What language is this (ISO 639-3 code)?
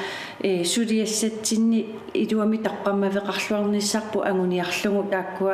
kal